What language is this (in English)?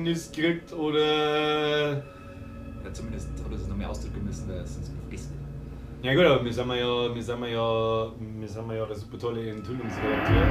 Bavarian